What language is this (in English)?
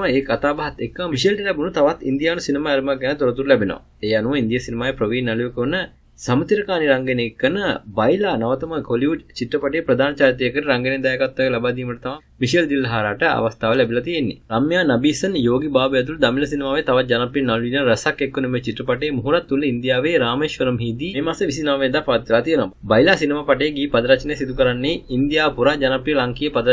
Sinhala